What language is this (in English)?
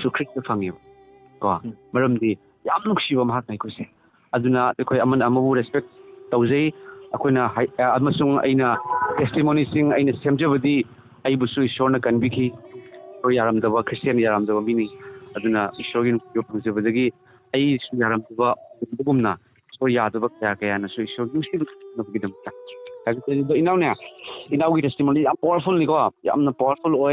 Manipuri